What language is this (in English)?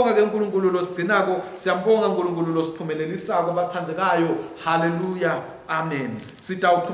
Swati